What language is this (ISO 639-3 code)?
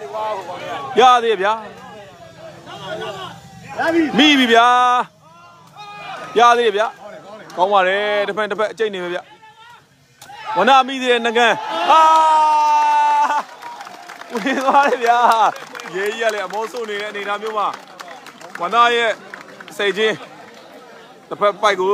mya